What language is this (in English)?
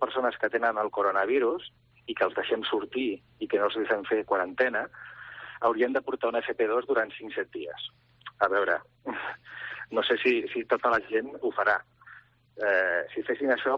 Catalan